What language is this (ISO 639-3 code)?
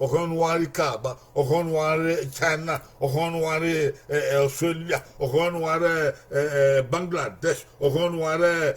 bin